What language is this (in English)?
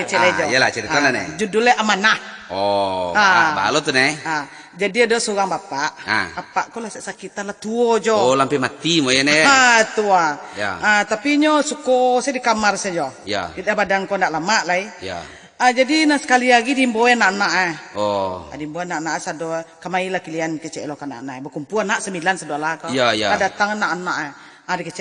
Minangkabau